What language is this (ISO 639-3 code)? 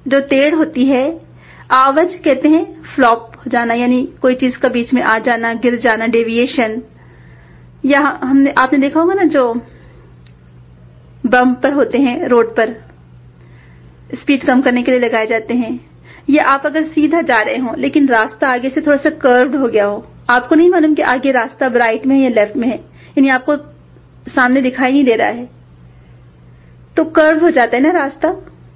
urd